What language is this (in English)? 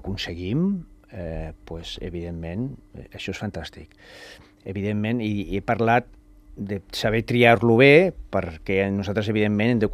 Catalan